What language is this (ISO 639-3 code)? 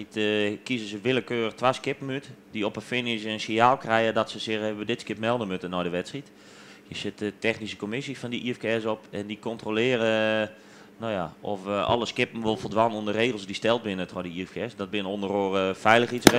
fry